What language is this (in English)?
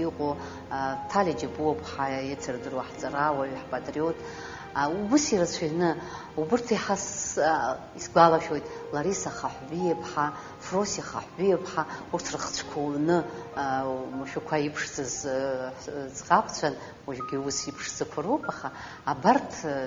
Abkhazian